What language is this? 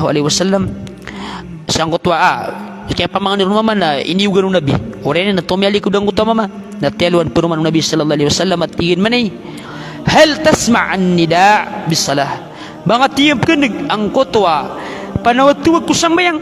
Maranao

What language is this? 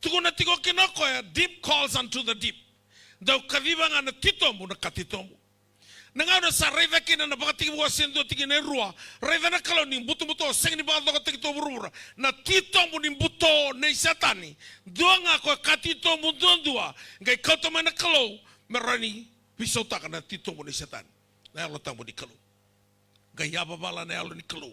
Fijian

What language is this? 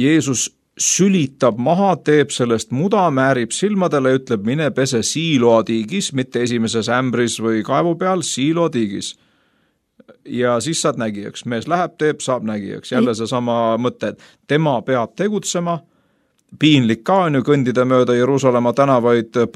Estonian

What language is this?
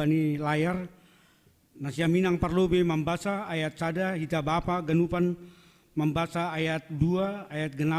Batak Simalungun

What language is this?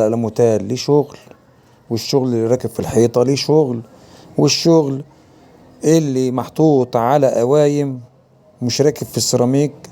Egyptian Arabic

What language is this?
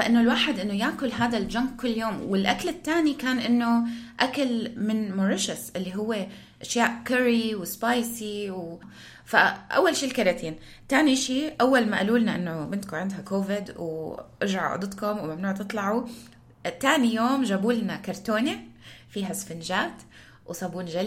North Levantine Arabic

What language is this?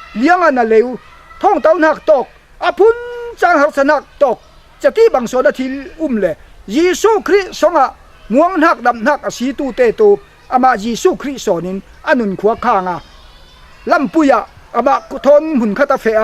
Falam Chin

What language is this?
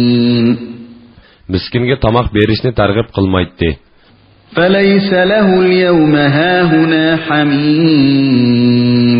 Uyghur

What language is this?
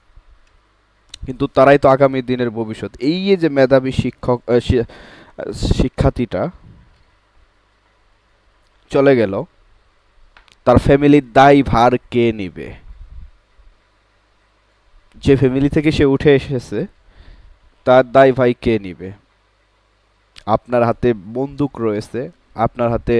Bangla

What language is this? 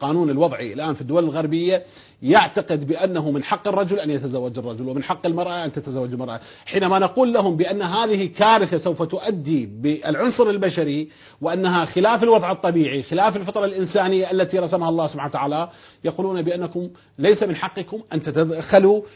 Arabic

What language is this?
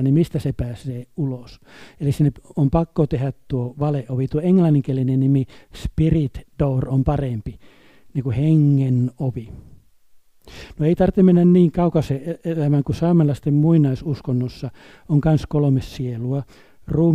Finnish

